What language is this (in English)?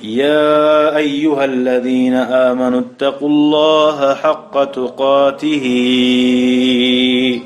Kumyk